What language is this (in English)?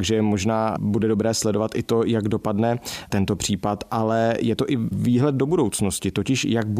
Czech